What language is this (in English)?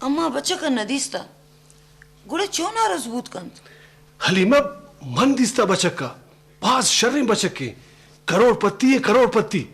Eastern Balochi